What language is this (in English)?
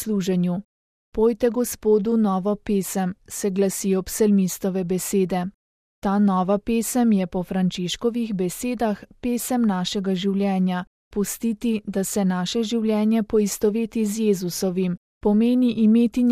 Slovenian